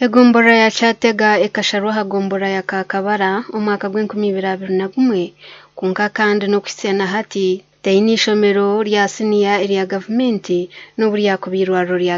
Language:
Nyankole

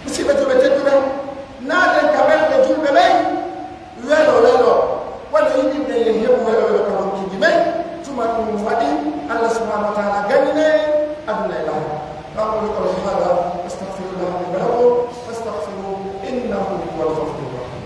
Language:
Pular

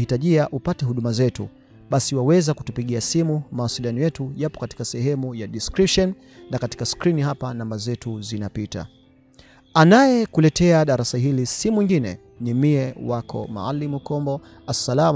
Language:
Swahili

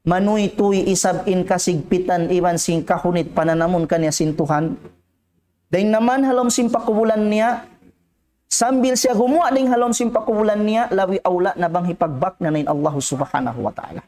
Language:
Tausug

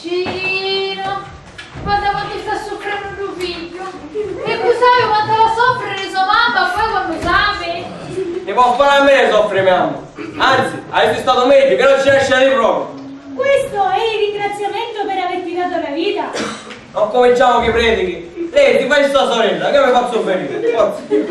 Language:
Sicilian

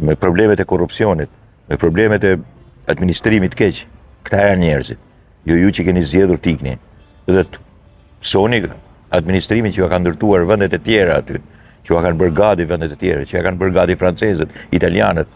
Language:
Albanian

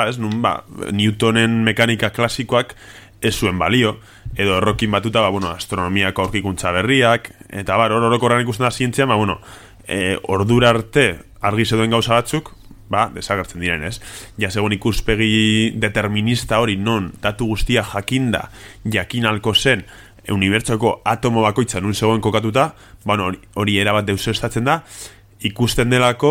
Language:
Basque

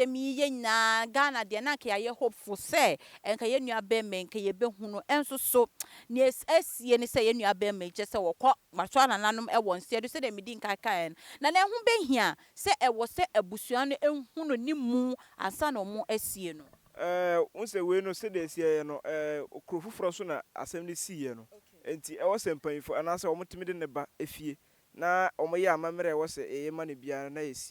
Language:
Akan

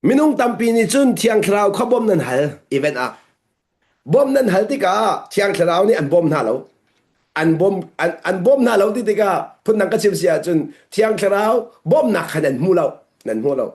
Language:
Hakha Chin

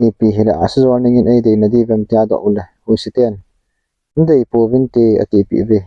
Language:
Thado Chin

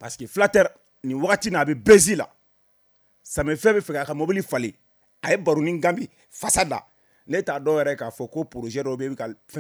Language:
Bambara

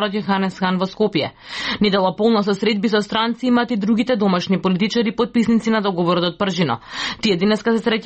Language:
Macedonian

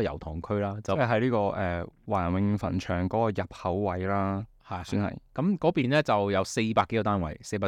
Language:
Cantonese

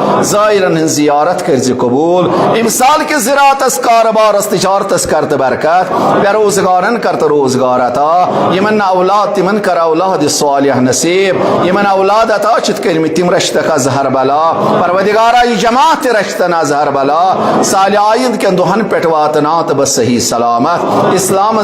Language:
Kashmiri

